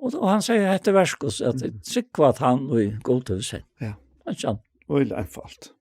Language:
Faroese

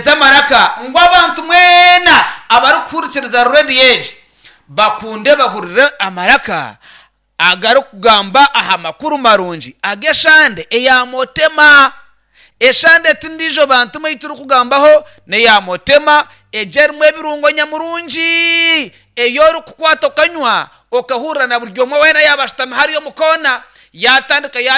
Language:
Nyankole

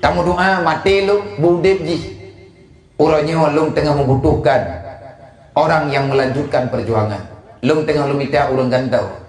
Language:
Achinese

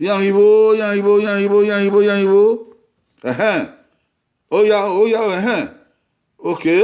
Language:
Bini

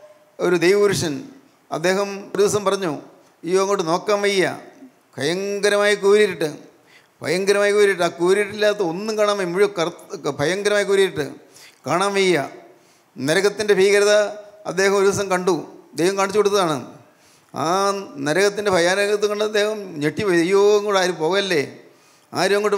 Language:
Malayalam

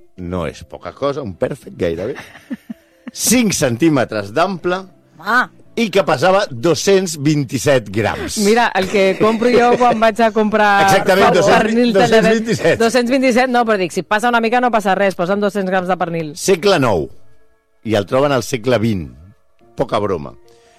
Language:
Catalan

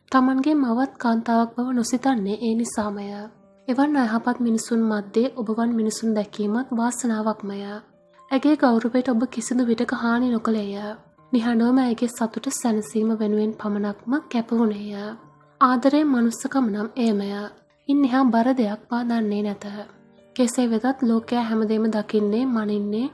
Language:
Sinhala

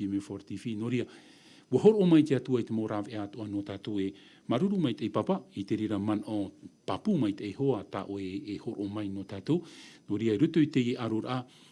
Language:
Tahitian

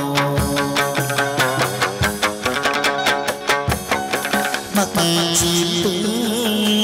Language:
Vietnamese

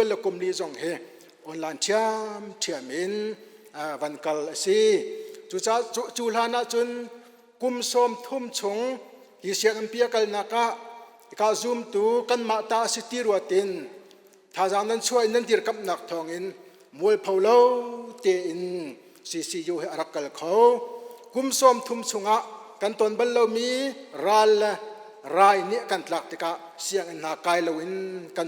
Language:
Hakha Chin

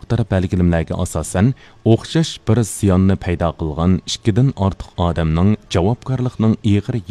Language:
Uyghur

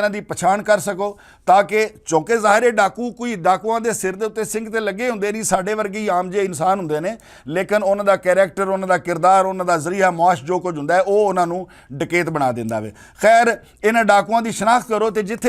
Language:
Western Panjabi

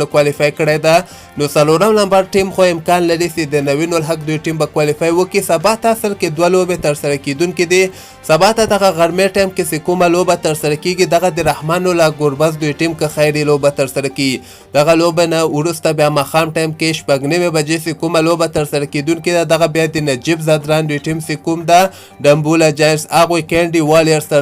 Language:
Pashto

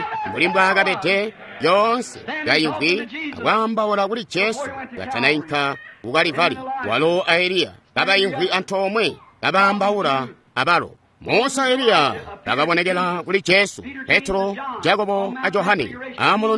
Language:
Tonga (Zambia)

